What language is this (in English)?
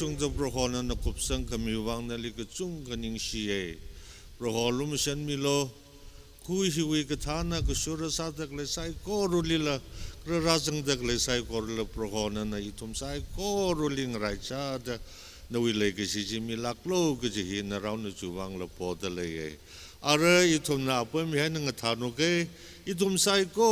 Tangkhul Naga (India)